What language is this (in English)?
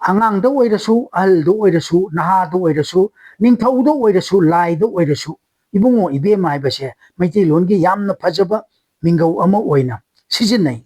Manipuri